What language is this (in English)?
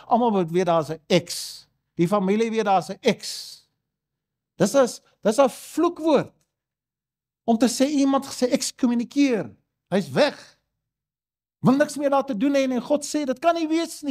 Afrikaans